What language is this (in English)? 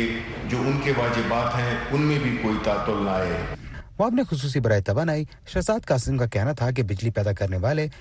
Urdu